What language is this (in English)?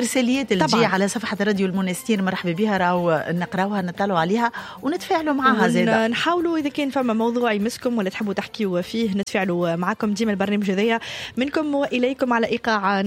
Tunisian Arabic